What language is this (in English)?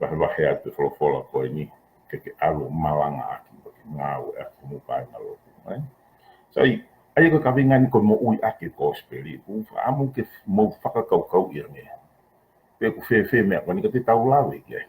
Tongan